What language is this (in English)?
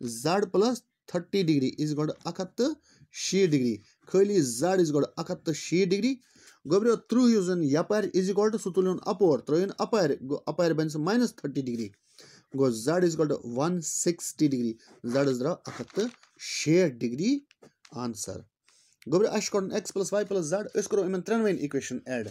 Kashmiri